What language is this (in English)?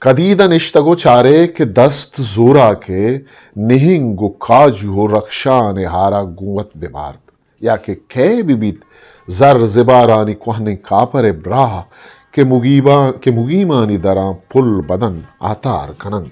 Eastern Balochi